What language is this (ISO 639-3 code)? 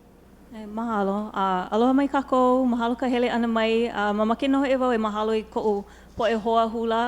haw